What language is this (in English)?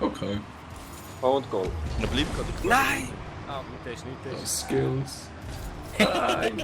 Swiss German